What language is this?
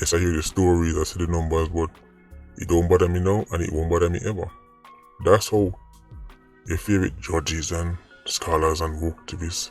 Jamaican Creole English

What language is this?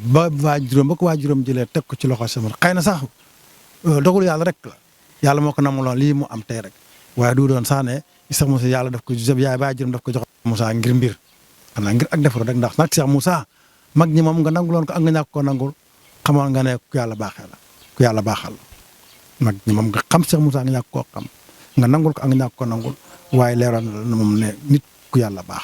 Wolof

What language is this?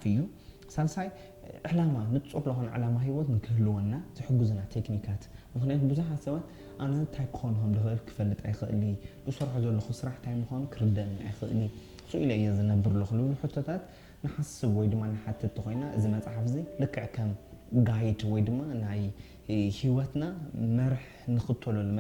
Tigrinya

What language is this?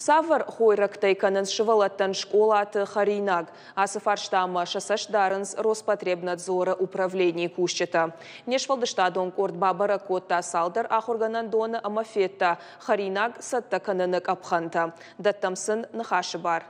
Ossetic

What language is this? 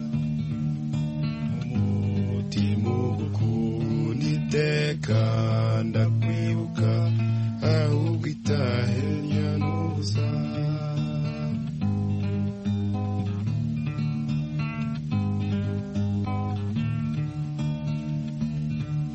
Kinyarwanda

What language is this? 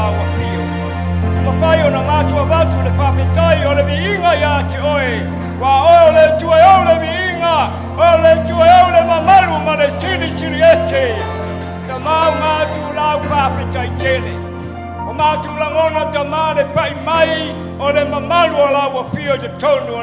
Samoan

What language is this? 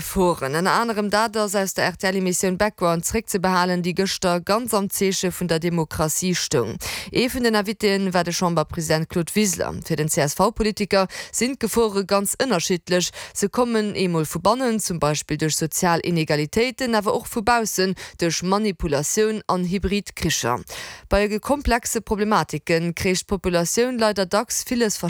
Luxembourgish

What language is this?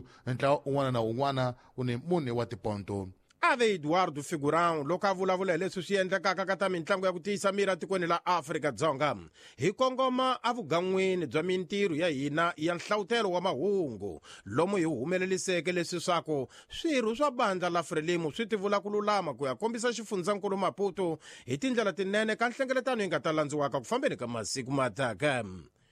Tsonga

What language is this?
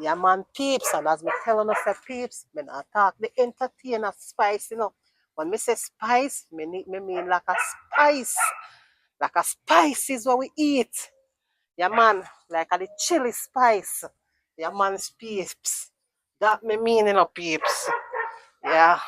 Jamaican Creole English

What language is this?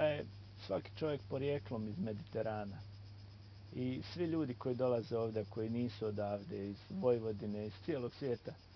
Bosnian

